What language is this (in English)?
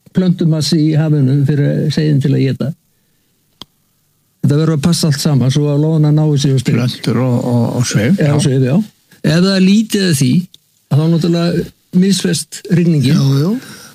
Icelandic